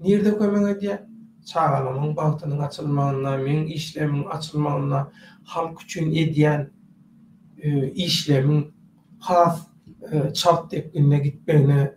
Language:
Turkmen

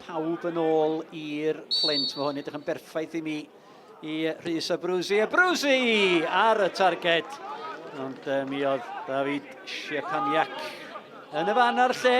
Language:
Welsh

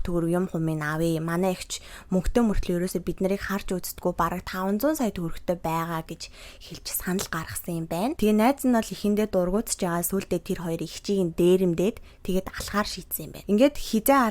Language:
Mongolian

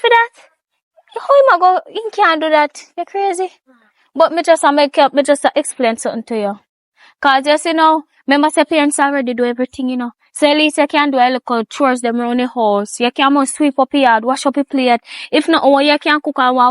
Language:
Jamaican Creole English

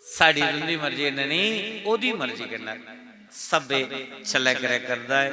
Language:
Dogri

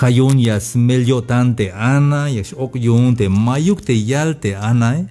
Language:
Tzeltal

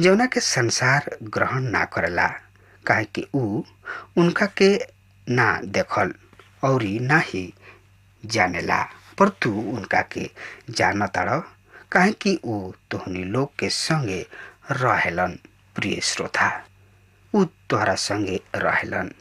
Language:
Bhojpuri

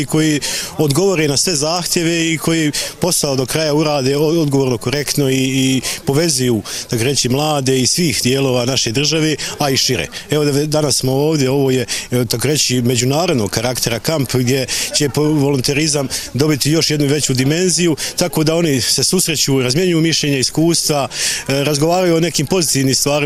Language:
Bosnian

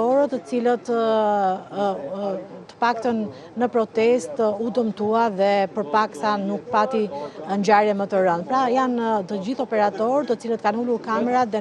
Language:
Albanian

